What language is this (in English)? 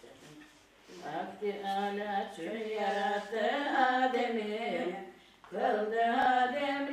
Turkish